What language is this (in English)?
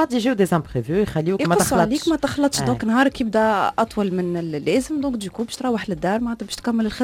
Tunisian Arabic